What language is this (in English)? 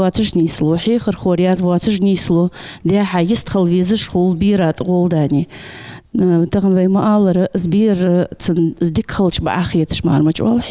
Ingush